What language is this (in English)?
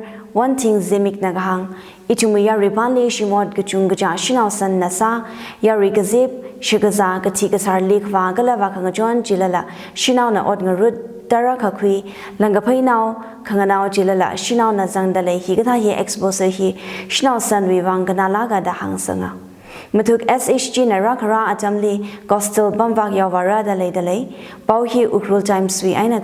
Tangkhul Naga (India)